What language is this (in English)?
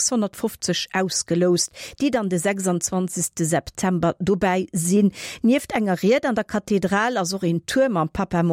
Luxembourgish